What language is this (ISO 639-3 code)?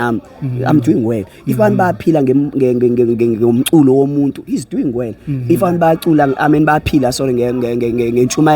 zul